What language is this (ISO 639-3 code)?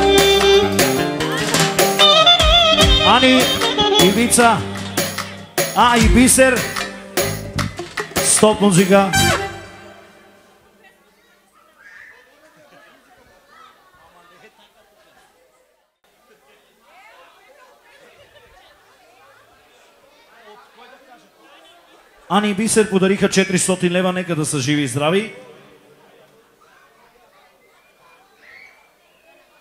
bul